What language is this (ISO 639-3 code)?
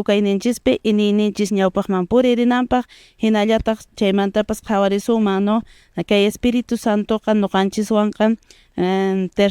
que